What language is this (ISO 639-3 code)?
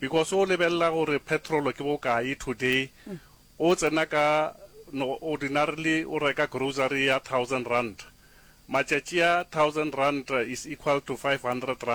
nso